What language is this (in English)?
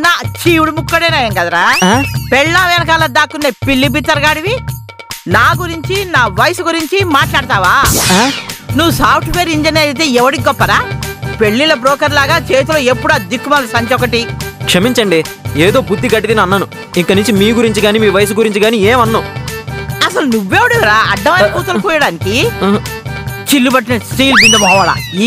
Telugu